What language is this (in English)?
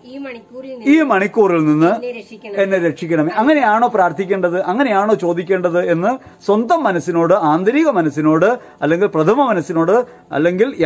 Malayalam